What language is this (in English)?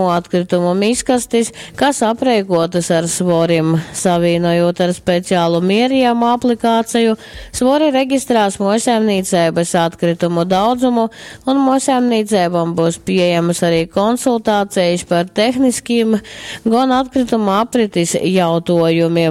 Latgalian